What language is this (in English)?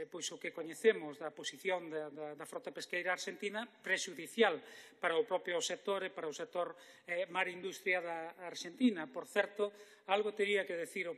Galician